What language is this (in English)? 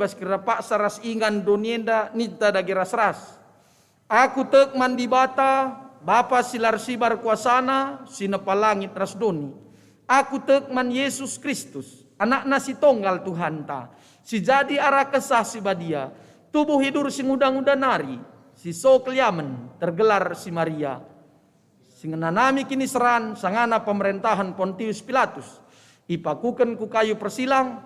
Batak Karo